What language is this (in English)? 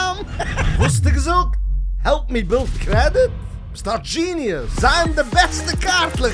Yiddish